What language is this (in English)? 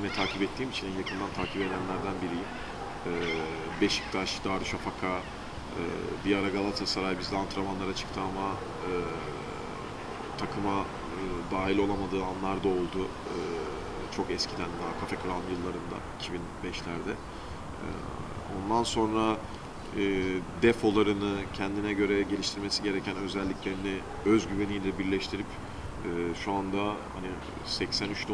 Turkish